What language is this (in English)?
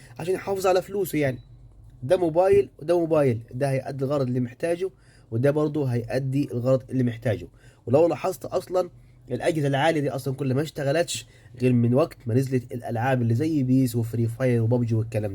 Egyptian Arabic